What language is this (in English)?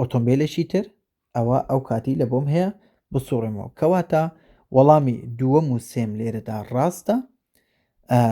Central Kurdish